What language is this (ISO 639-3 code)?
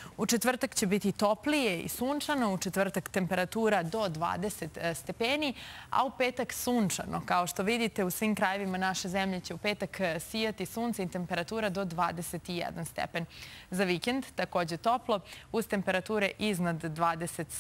hrv